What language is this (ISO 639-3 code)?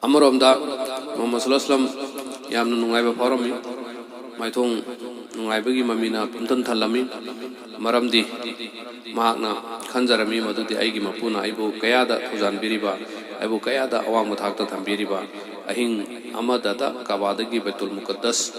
mni